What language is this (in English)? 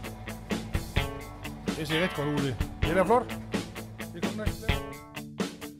Danish